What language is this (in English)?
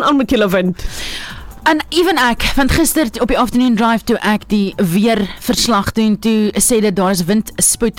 Afrikaans